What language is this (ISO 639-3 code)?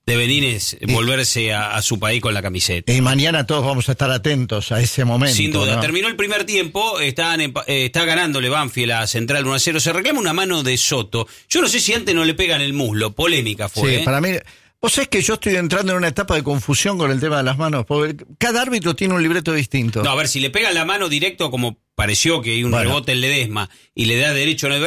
spa